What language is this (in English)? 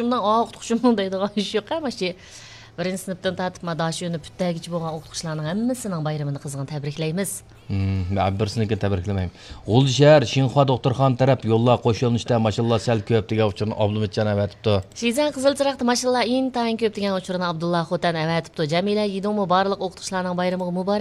Uyghur